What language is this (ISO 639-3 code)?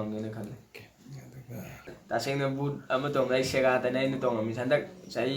mni